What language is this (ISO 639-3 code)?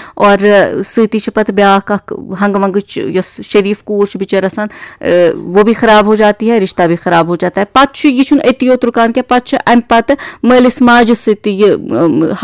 kas